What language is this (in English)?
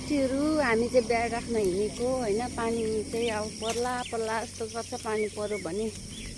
Nepali